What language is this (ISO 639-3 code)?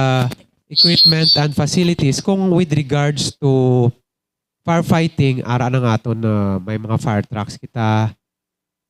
hil